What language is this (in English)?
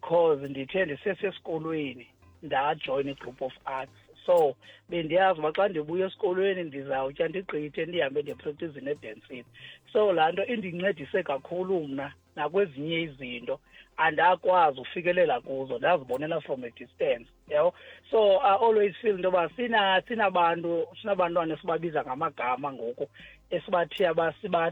Xhosa